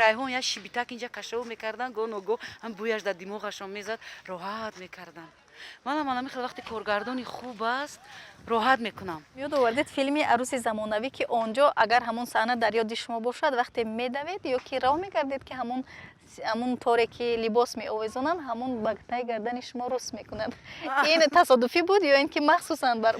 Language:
Tajik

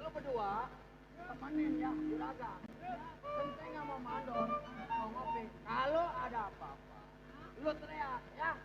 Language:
Betawi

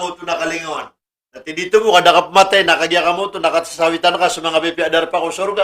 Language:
Maranao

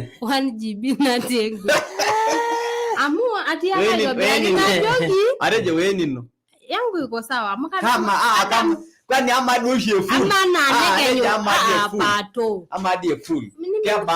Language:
Masai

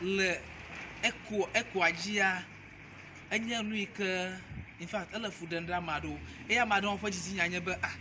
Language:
Ewe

